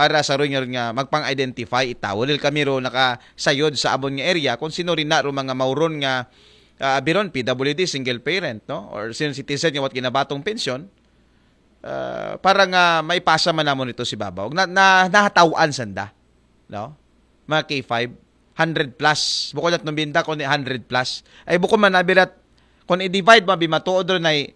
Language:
Aklanon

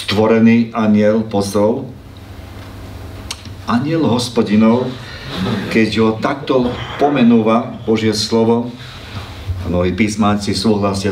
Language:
Slovak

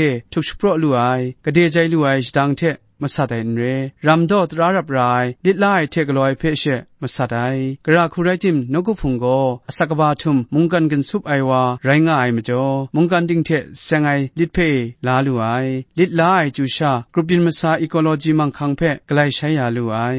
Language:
Kachin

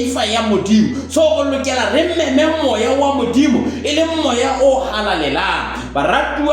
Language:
Southern Sotho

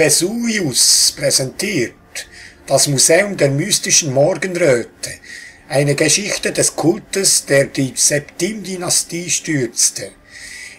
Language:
Swiss German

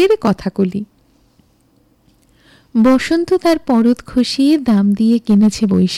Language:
Bangla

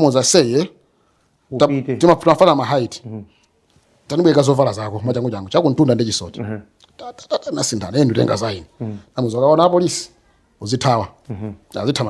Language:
Nyanja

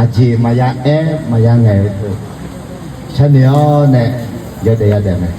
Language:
Akha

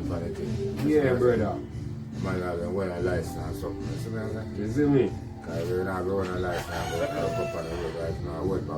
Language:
Jamaican Creole English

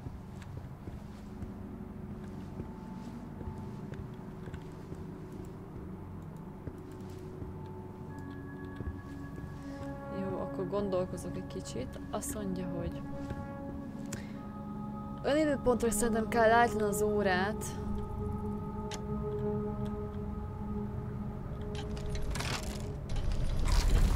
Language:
Hungarian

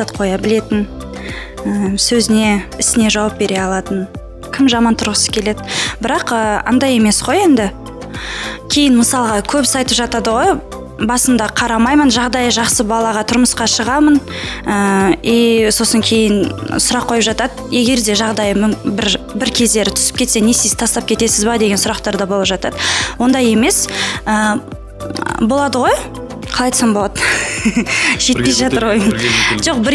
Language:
Kazakh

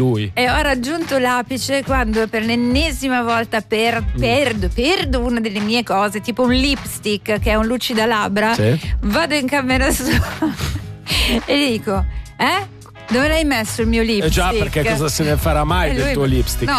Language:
Italian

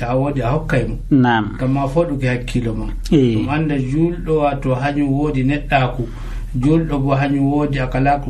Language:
Nigerian Fulfulde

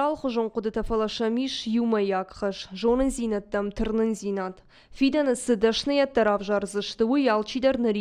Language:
Ossetic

